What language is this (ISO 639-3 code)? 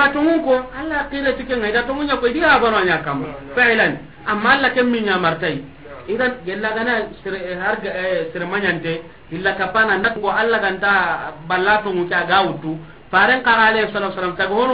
snk